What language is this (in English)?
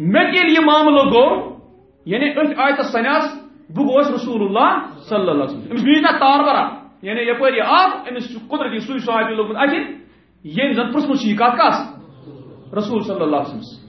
Kashmiri